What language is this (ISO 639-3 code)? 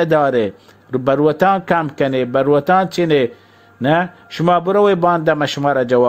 bal